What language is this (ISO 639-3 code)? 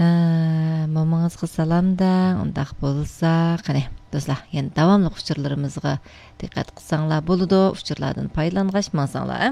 uig